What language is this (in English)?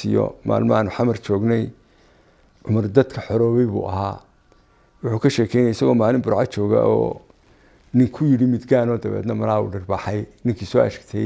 Somali